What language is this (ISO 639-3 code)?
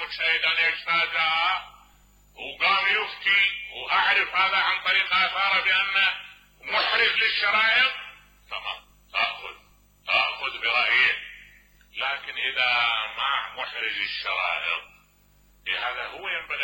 acm